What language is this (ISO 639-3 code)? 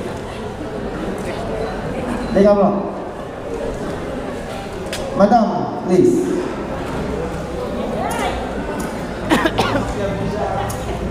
fil